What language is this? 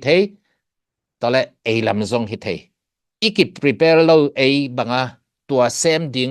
Tedim Chin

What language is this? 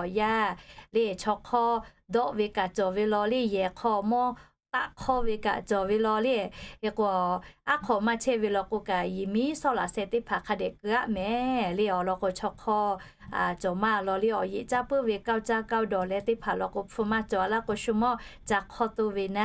Lahu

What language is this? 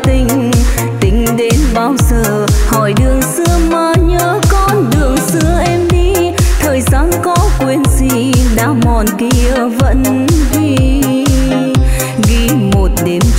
Vietnamese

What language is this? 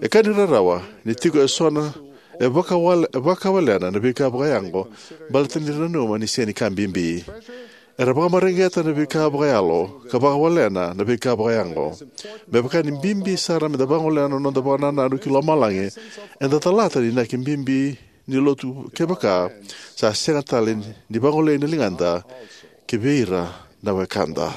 Fijian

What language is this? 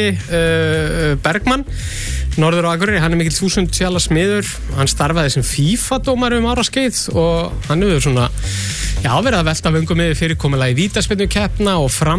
Icelandic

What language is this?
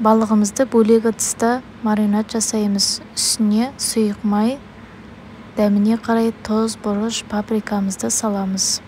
Kazakh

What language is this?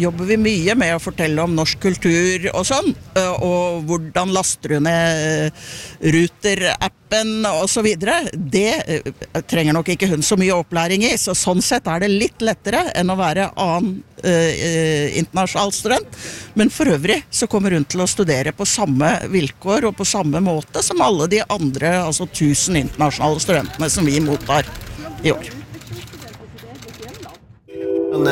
Norwegian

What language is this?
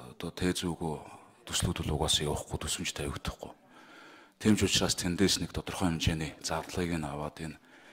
Mongolian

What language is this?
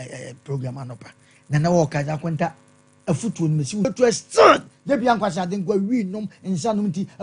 Akan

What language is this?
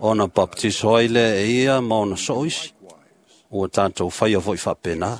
Samoan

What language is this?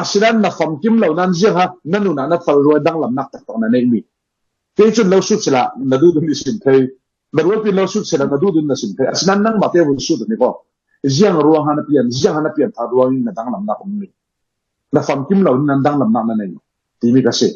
Falam Chin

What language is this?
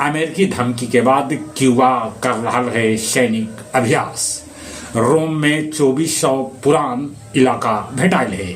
Magahi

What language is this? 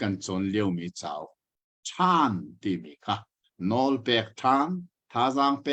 Hakha Chin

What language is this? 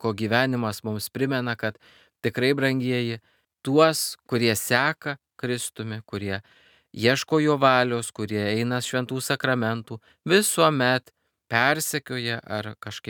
Lithuanian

